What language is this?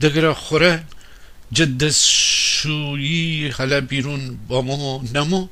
Gilaki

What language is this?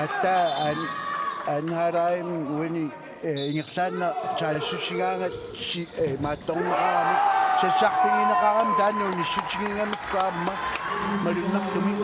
Kalaallisut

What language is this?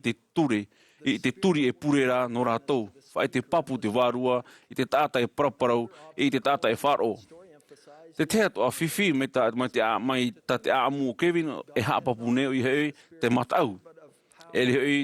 Tahitian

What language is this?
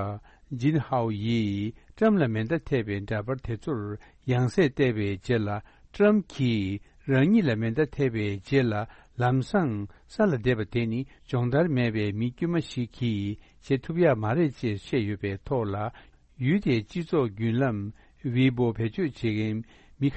Tibetan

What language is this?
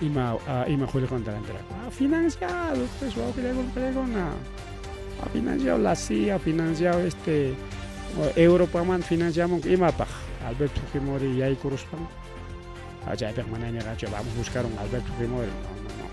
Ayacucho Quechua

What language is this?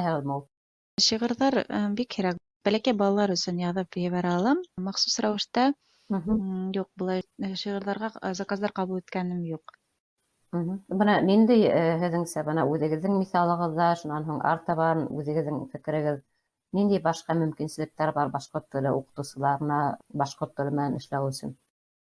Bashkir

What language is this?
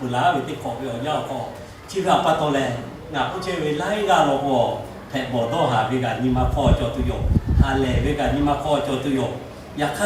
Lahu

